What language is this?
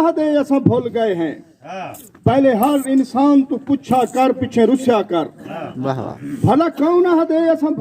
Saraiki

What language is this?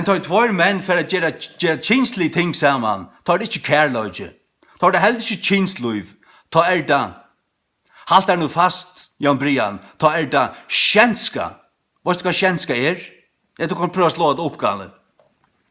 Faroese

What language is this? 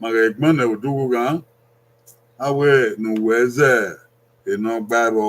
Bini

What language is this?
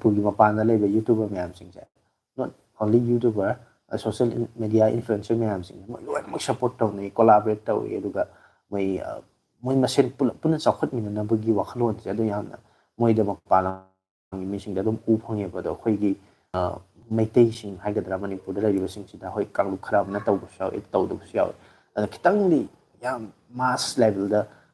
Manipuri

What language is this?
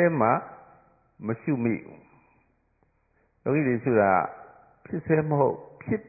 Burmese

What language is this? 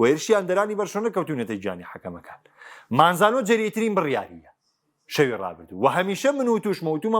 Central Kurdish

